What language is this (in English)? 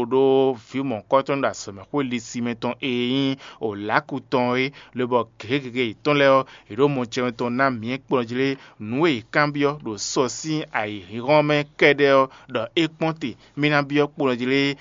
Fon